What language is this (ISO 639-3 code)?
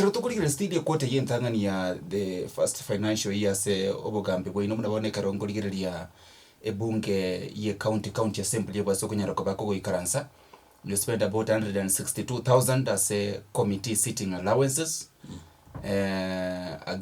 guz